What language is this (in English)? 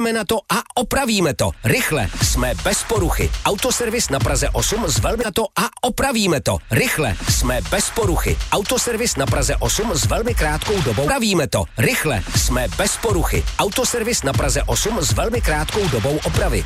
Czech